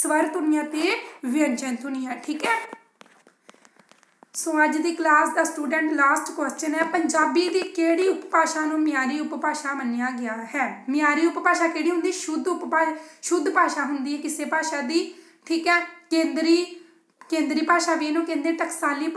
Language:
Punjabi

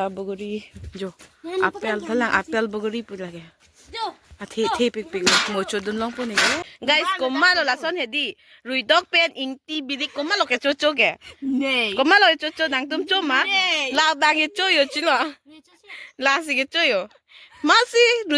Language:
Karbi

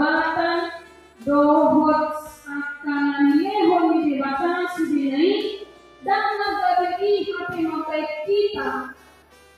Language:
Batak Toba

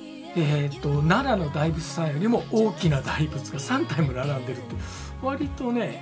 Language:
Japanese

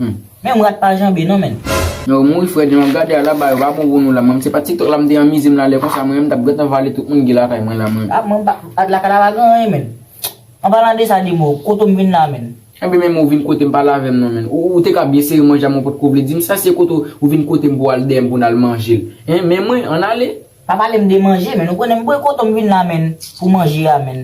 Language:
Haitian Creole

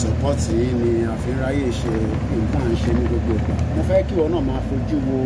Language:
Yoruba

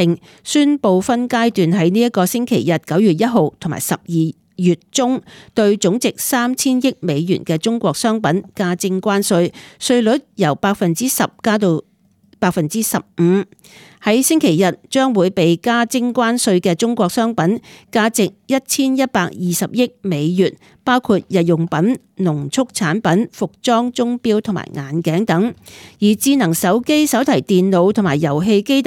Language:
Cantonese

